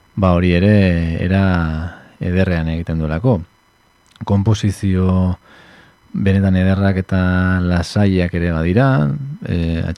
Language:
Basque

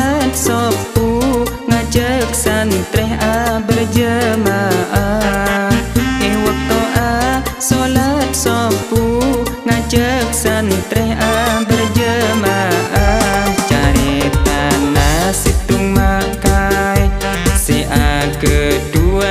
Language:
Madurese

